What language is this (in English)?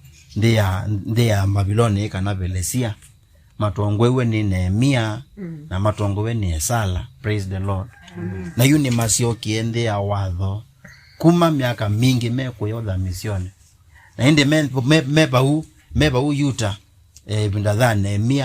Kamba